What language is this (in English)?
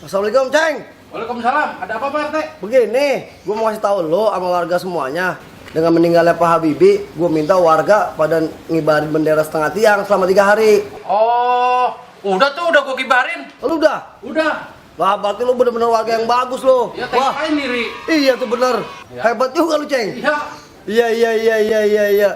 Betawi